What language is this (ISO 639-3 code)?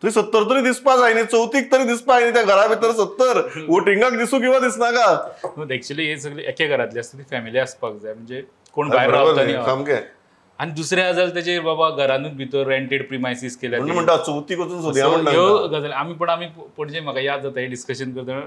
kok